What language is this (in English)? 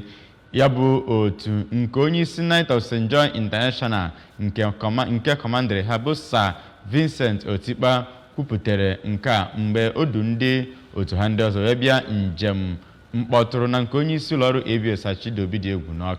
Igbo